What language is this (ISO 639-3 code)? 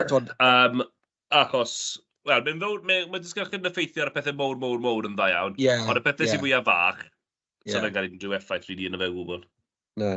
cym